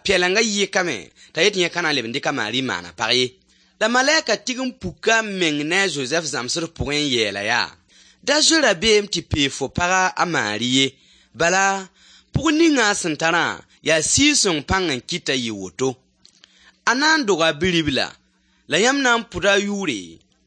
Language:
Mossi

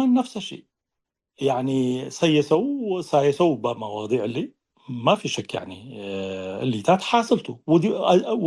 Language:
Tigre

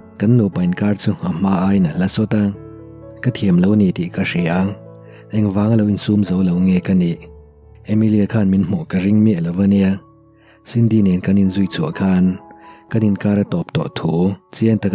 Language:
Mizo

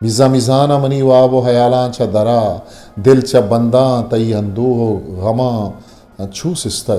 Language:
Eastern Balochi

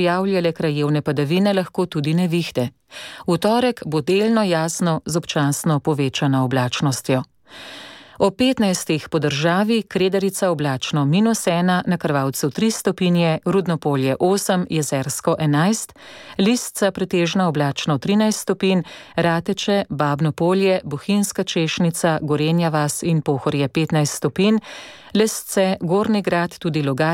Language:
Slovenian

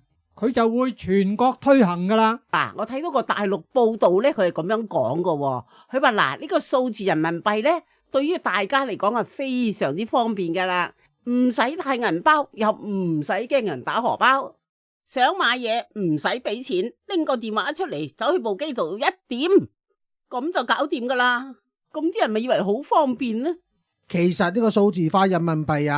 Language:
Cantonese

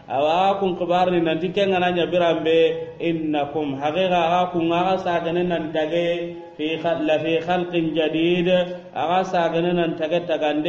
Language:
Soninke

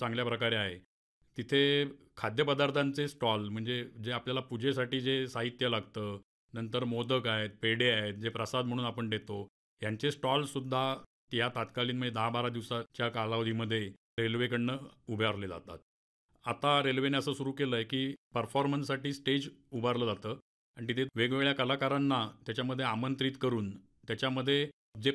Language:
Marathi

